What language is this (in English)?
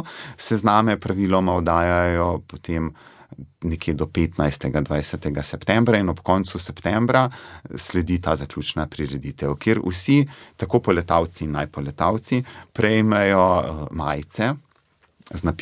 Slovenian